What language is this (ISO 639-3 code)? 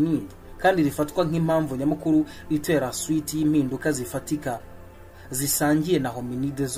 kin